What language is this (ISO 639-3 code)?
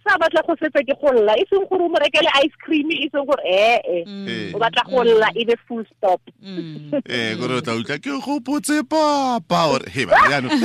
tsn